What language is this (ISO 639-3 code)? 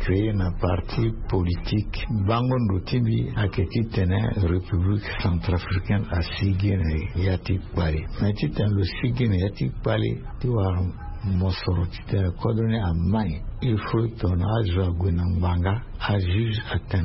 sag